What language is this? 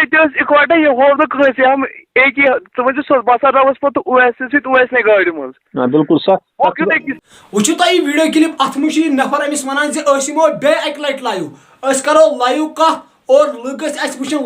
Kashmiri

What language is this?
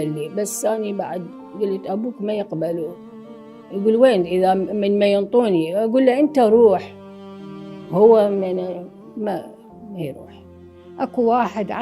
Mesopotamian Arabic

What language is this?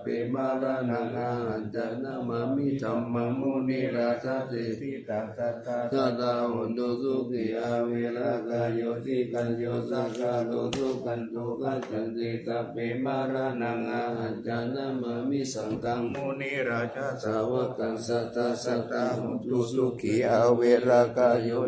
Pali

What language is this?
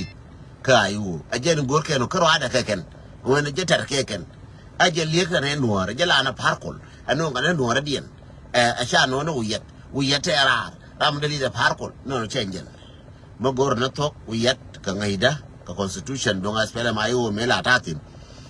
Nuer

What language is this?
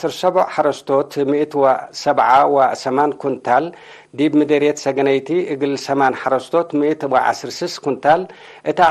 Tigre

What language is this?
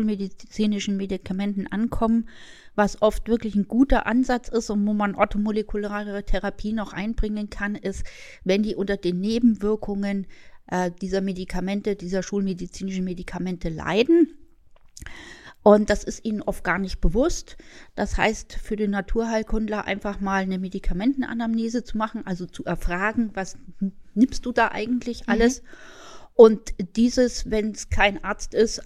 German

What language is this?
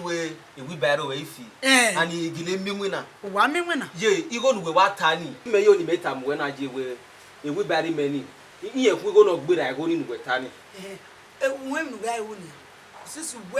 Bini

